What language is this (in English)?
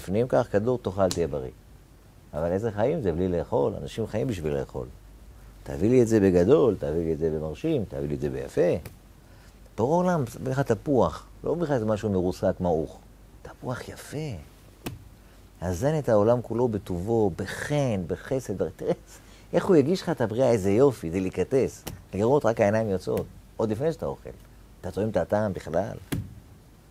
Hebrew